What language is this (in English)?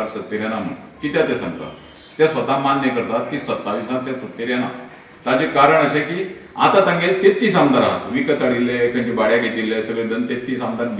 Konkani